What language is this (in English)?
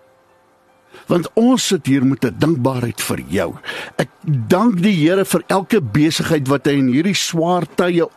Afrikaans